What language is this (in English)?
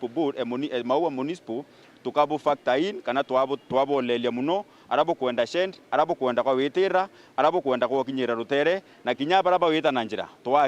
Meru